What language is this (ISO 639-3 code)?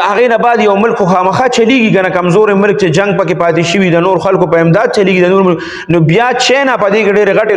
pus